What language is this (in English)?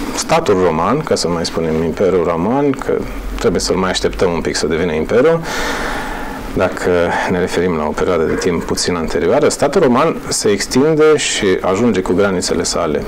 Romanian